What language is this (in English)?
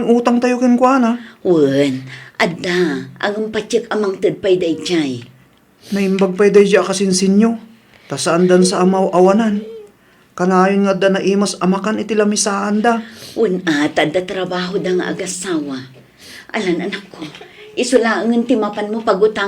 Iloko